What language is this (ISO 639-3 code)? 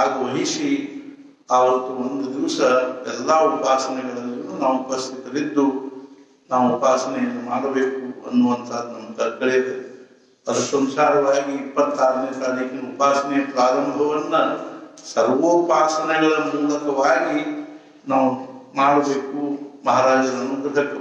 kan